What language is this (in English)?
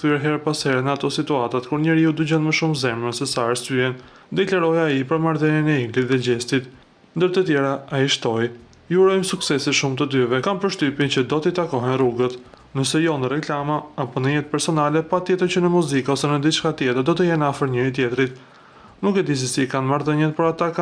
Albanian